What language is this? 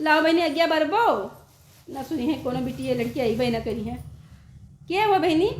Awadhi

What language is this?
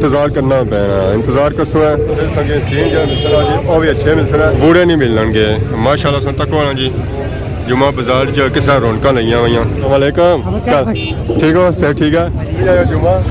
Pahari-Potwari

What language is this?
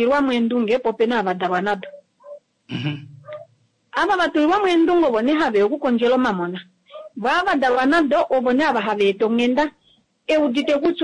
Kuanyama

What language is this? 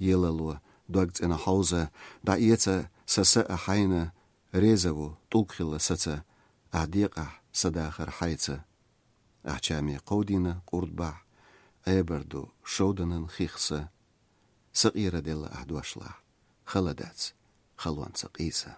Chechen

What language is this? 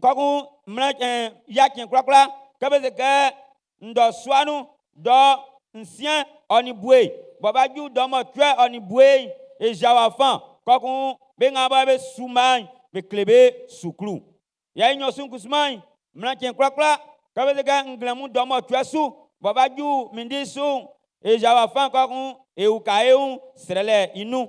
Baoulé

